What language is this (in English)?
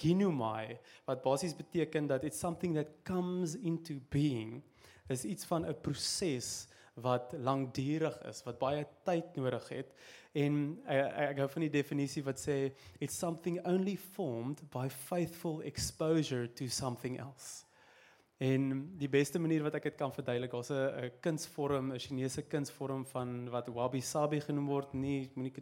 Afrikaans